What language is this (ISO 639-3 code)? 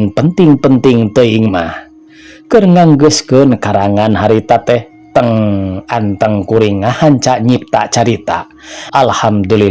sun